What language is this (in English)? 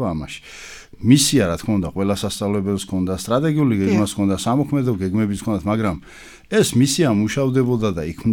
Georgian